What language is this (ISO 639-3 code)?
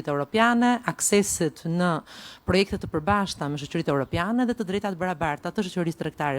sqi